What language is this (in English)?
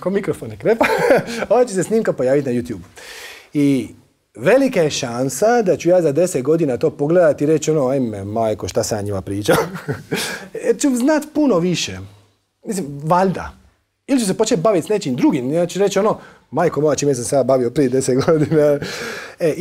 Croatian